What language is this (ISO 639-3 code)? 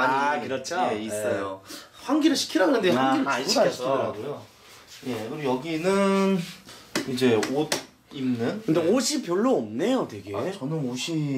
kor